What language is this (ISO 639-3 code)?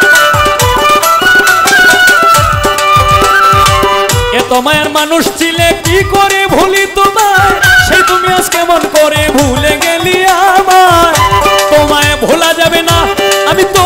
ben